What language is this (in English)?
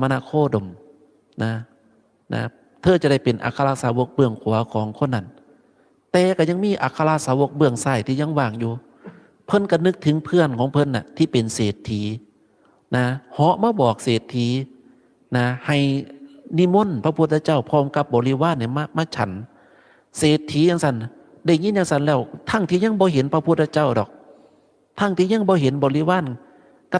Northeastern Thai